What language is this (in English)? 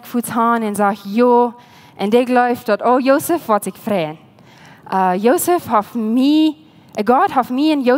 Plautdietsch